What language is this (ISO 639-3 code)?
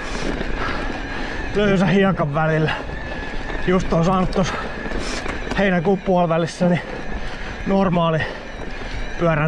fin